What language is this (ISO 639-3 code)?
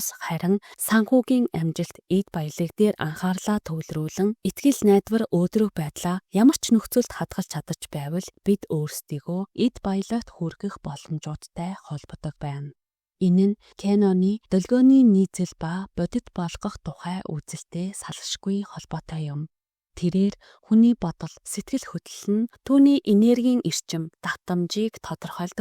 mon